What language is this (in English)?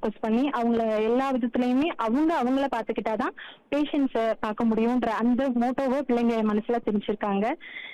Tamil